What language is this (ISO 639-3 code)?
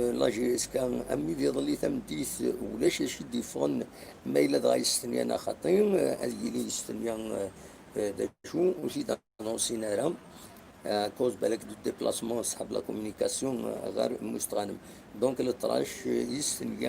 kab